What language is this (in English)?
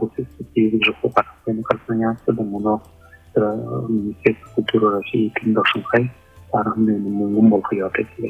Buriat